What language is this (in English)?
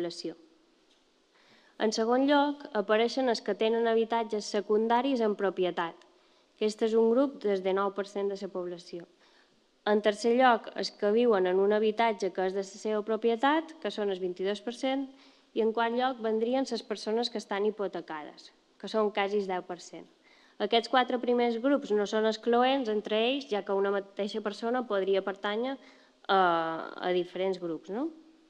Catalan